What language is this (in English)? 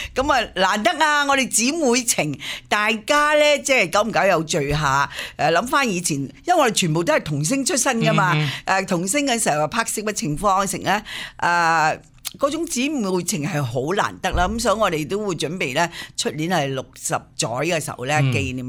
Cantonese